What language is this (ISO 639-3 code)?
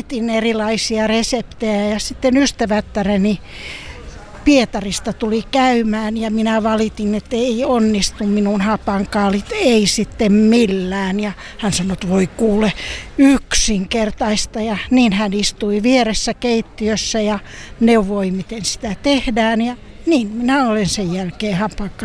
fin